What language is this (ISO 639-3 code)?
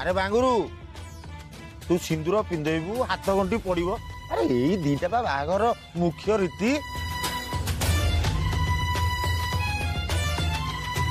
ori